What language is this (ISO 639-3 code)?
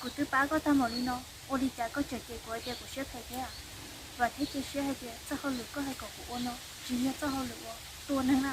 hmn